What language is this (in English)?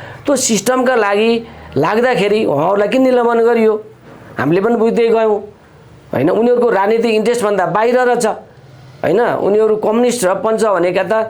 Nepali